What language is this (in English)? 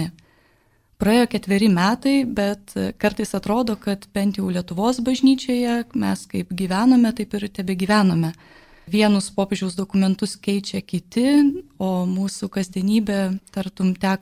Lithuanian